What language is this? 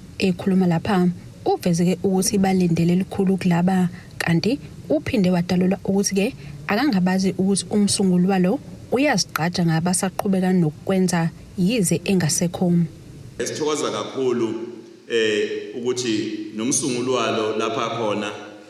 Zulu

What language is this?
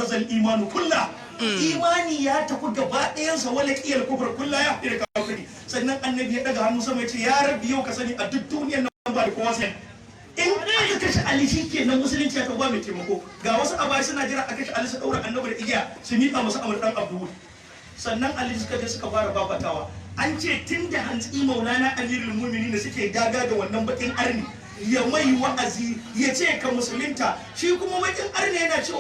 Hausa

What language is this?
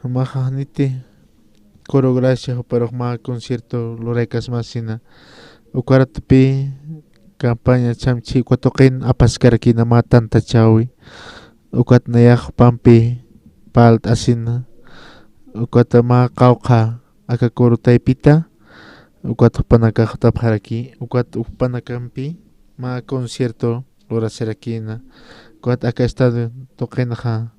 Aymara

